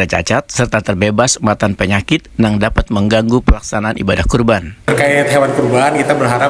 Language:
Banjar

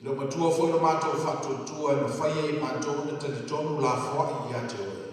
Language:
Samoan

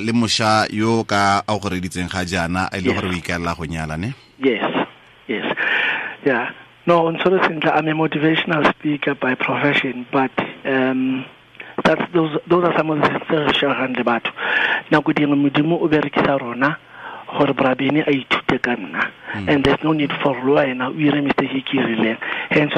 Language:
Tswana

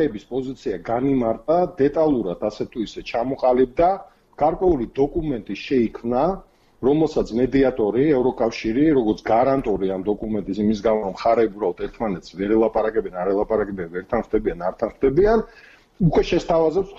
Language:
Georgian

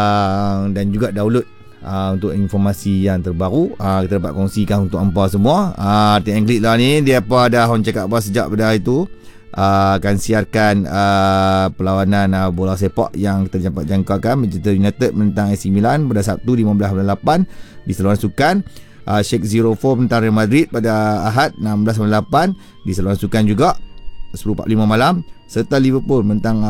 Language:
Malay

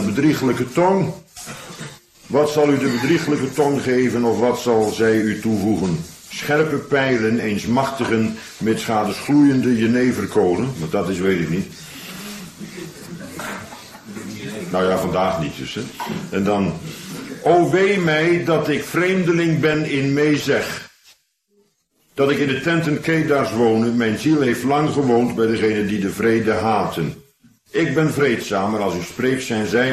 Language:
Dutch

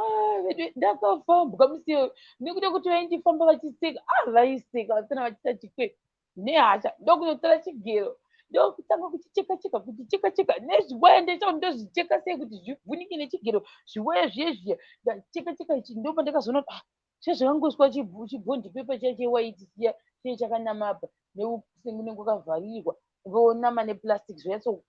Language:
Shona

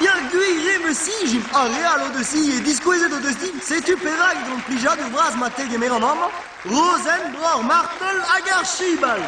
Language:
Breton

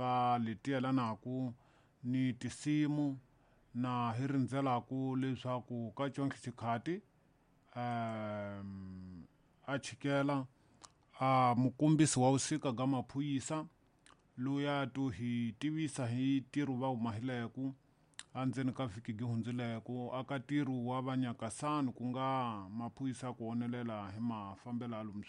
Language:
Tsonga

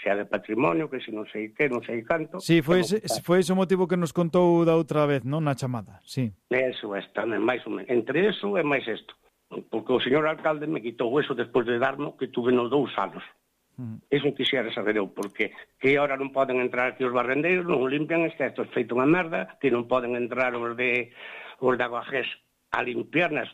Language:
Galician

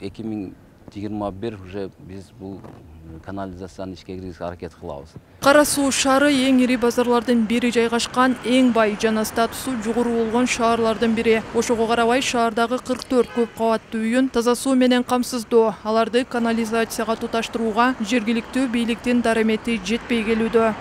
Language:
Kyrgyz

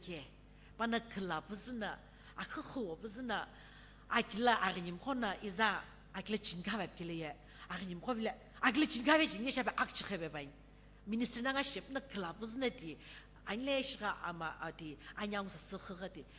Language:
Sumi Naga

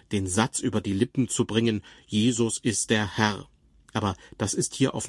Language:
German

